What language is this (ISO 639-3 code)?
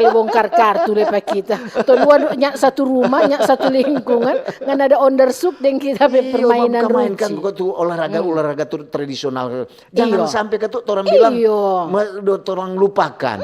xmm